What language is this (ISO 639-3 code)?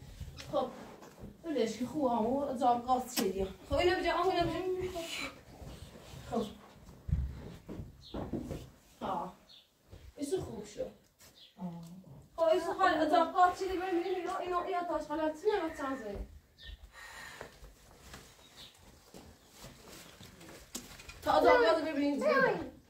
fas